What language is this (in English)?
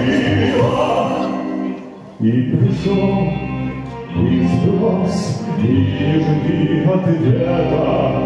Russian